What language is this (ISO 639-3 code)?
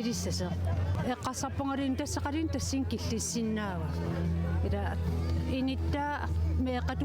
kal